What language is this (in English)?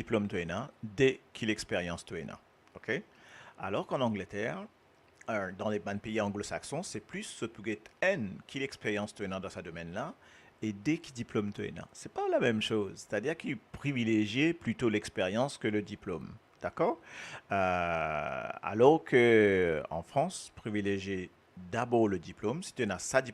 Morisyen